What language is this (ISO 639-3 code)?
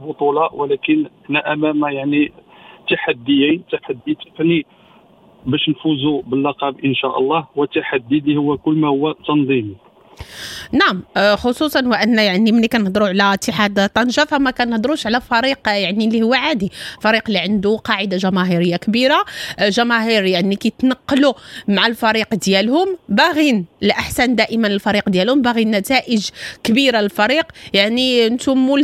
ary